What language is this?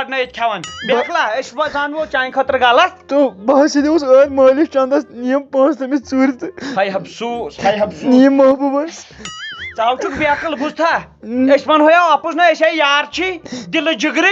Kashmiri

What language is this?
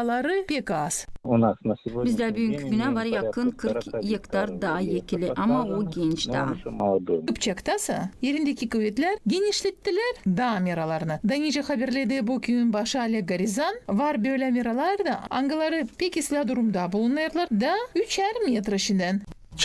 Gagauz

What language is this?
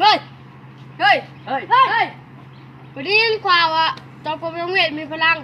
Lao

